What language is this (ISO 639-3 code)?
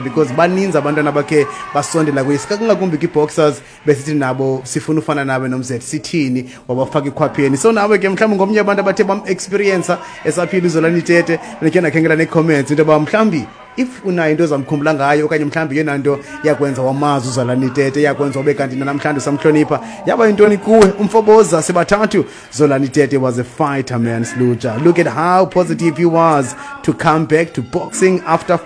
xho